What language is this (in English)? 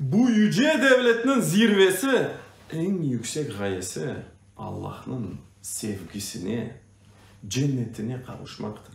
Crimean Tatar